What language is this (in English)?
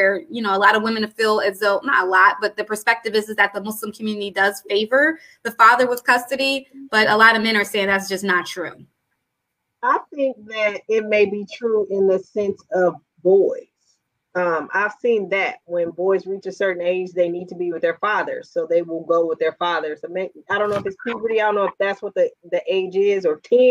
English